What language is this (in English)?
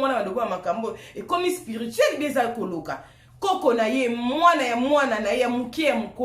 Lingala